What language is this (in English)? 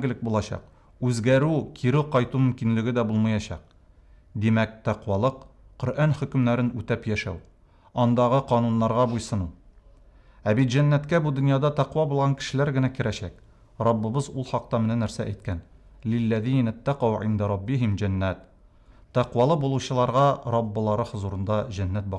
Tatar